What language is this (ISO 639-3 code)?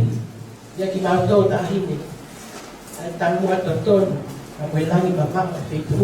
ton